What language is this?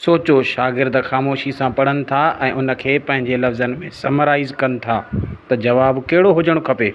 Sindhi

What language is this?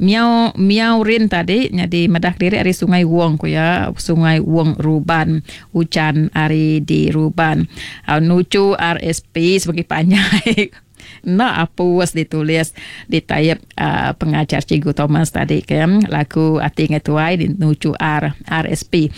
Iban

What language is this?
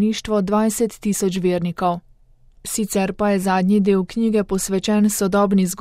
Slovenian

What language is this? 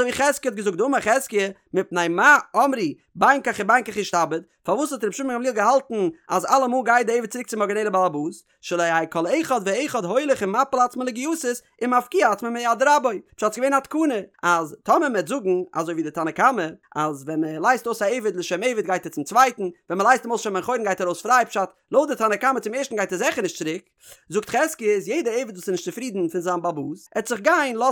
Yiddish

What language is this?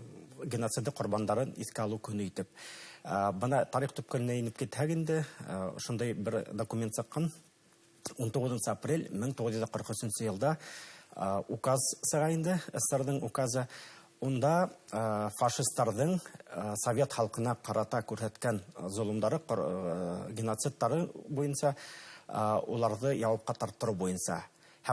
Bashkir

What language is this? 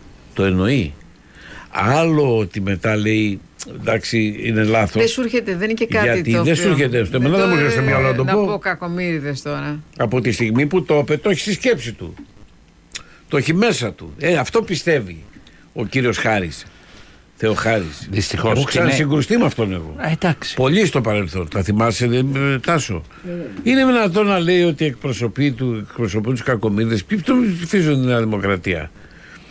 Greek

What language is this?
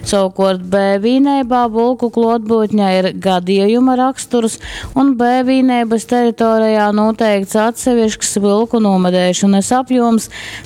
Latgalian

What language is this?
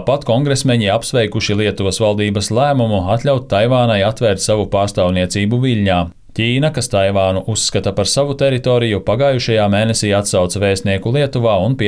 Latvian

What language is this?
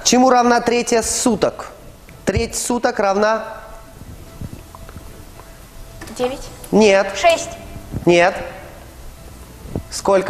Russian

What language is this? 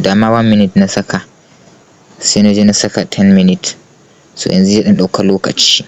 Hausa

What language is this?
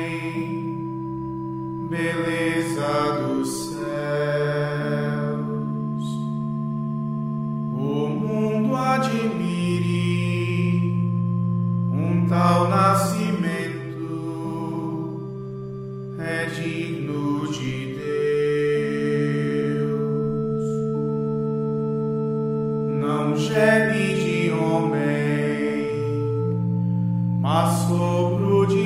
Portuguese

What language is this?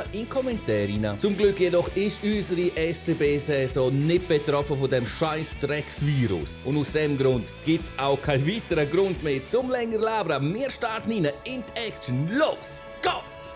Swiss German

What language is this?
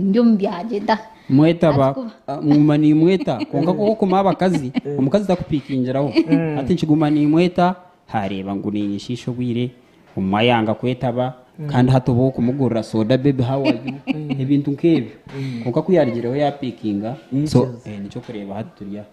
Nyankole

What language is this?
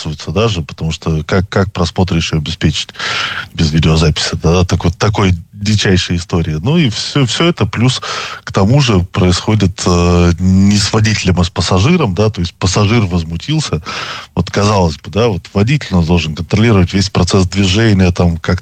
Russian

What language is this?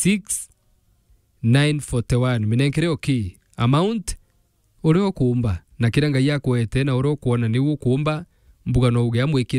Meru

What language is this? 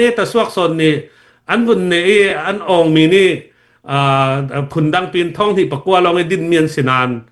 Falam Chin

